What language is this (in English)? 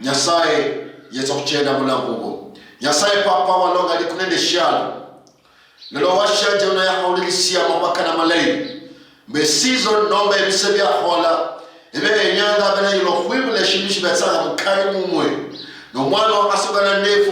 Luyia